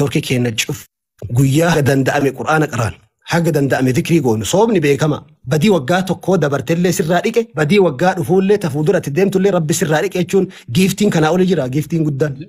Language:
Oromo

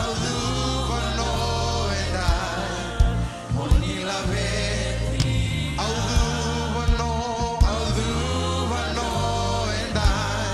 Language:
Fijian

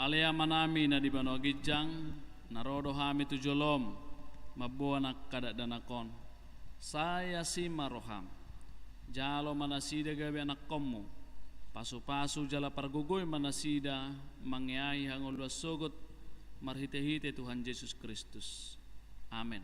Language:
Batak Toba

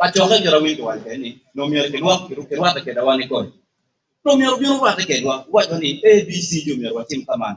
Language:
Acoli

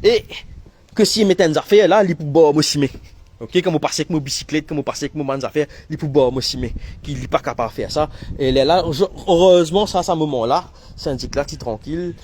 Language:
Morisyen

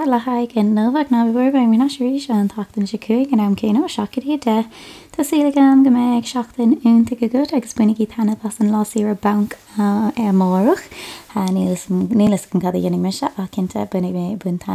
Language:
Irish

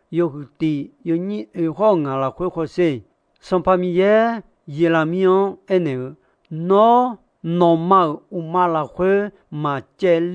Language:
Akha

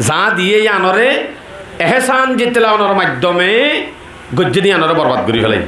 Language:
Rohingya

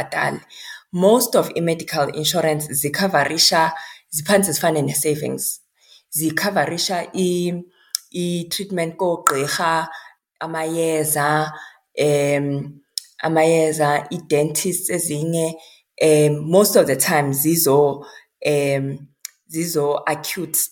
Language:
Xhosa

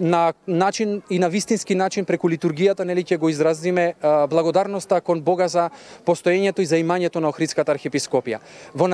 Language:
Macedonian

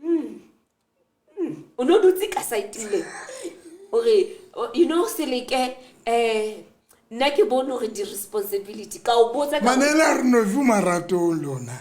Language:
Southern Sotho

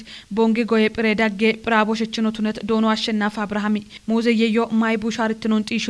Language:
Kafa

